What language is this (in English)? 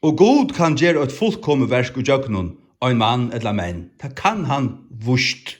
Faroese